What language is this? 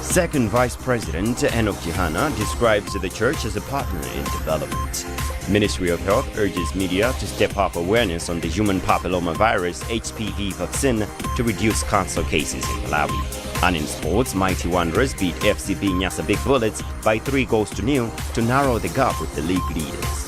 English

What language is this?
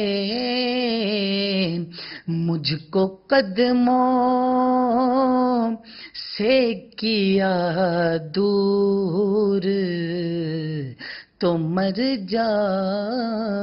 Urdu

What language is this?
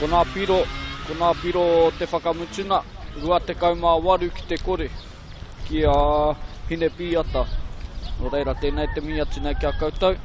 Māori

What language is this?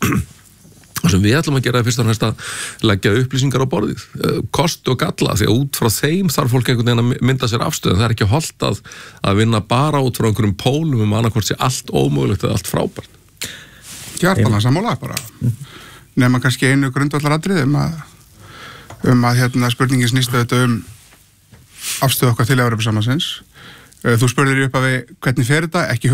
Icelandic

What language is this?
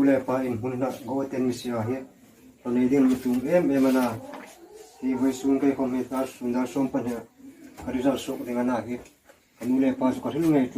Hmar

